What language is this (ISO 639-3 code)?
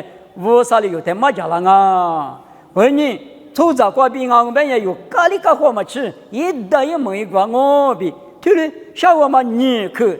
lis